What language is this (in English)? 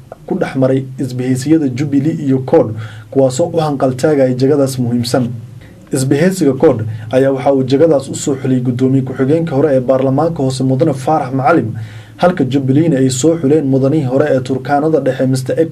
Somali